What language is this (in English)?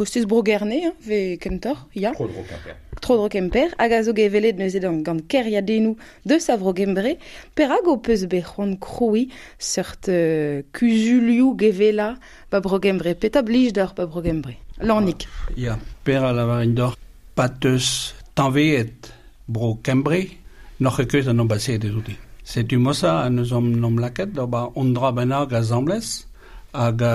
Breton